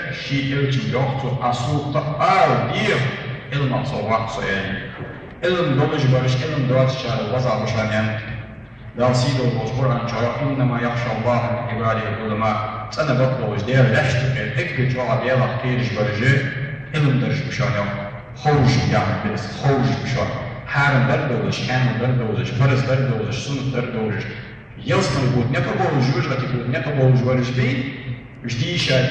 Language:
Ingush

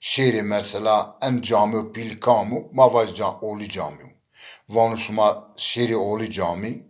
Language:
Zaza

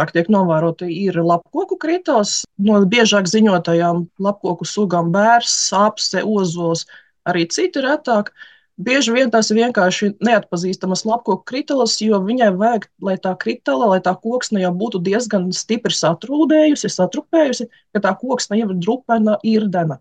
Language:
Latvian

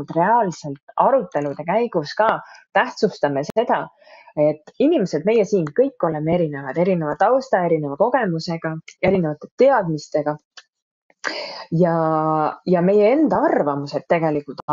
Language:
Estonian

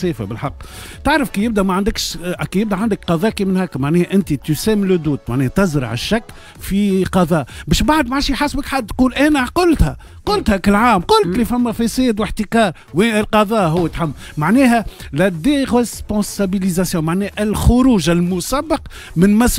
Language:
Tunisian Arabic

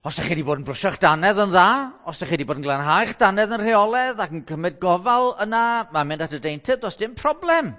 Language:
Welsh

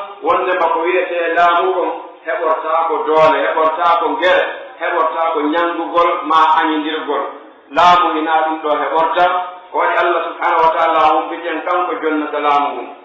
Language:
Pular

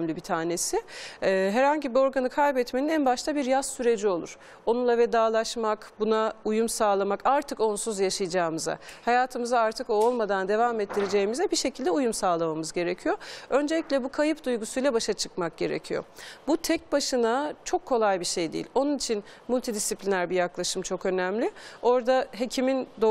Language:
Turkish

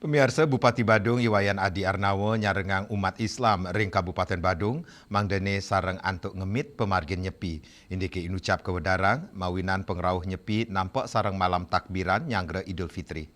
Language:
Balinese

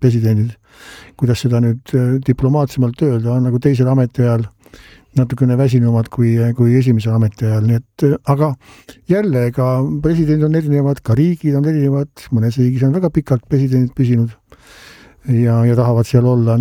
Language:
Estonian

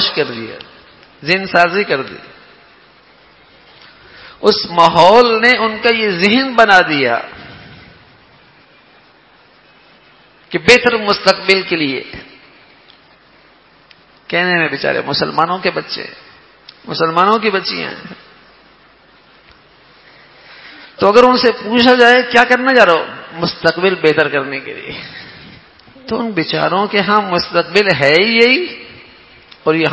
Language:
Urdu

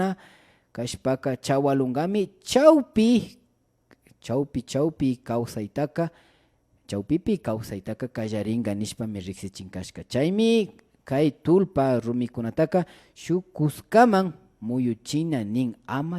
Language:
Imbabura Highland Quichua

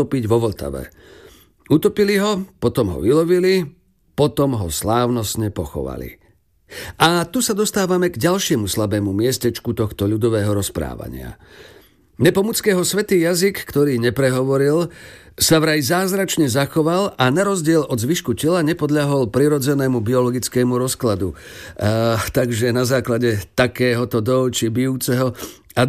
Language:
Slovak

